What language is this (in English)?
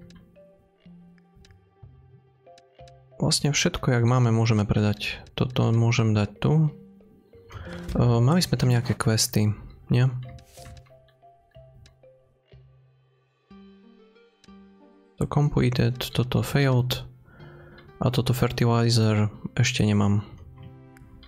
Slovak